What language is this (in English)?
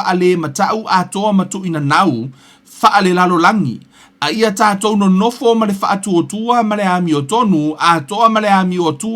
Samoan